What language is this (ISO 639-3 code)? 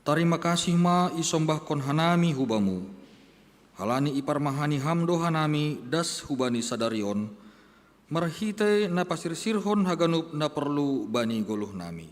bts